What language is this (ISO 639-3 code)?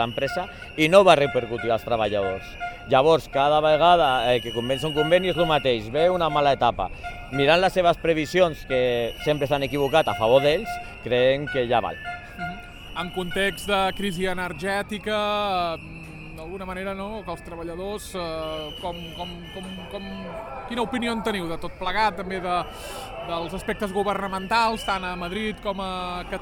cat